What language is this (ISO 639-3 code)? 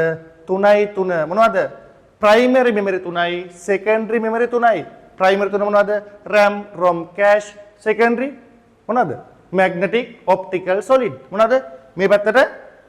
sin